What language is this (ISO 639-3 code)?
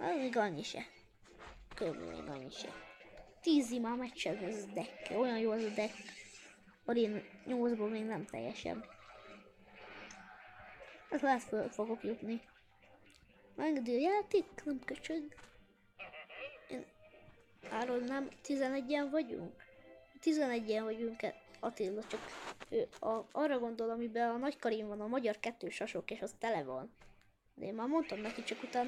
hun